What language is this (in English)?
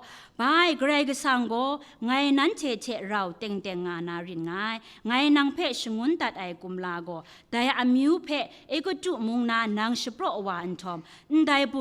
Kachin